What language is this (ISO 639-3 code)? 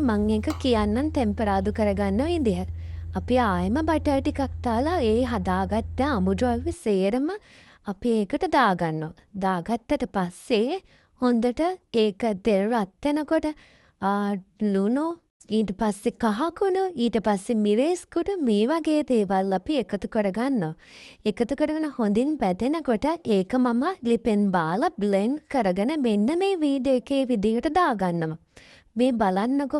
sin